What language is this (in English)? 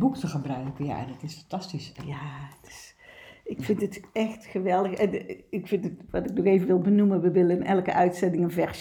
Dutch